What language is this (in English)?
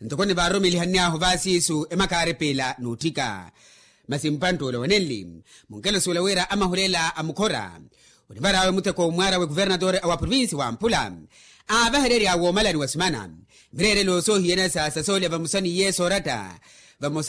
Makhuwa